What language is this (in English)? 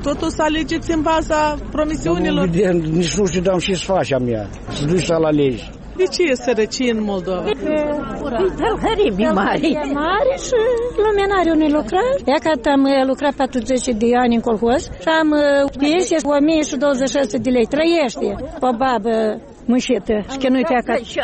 Romanian